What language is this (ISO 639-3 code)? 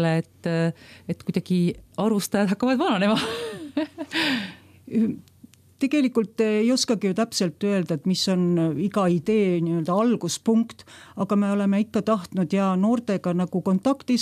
est